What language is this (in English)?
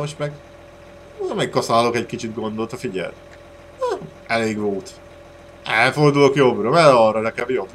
Hungarian